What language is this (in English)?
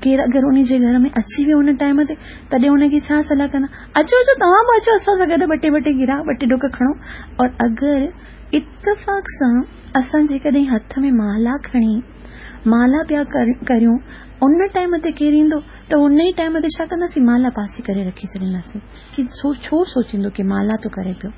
Sindhi